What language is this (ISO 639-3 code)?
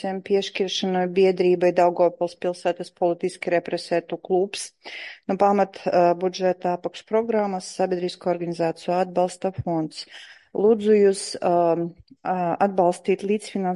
lav